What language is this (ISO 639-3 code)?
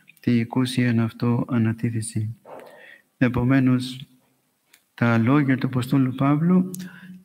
ell